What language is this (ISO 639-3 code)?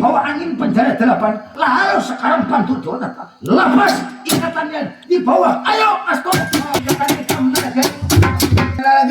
bjn